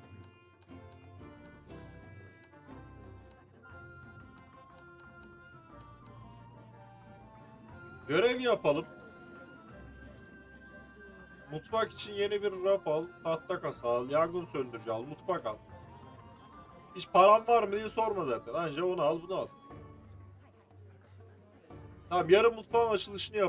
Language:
Turkish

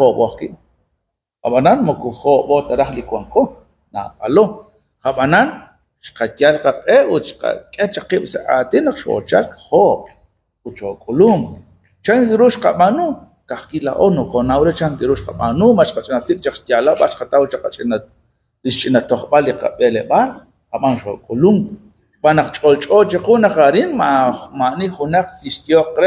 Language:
Kekchí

